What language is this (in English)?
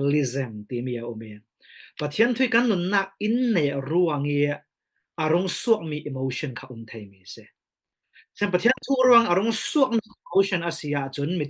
Falam Chin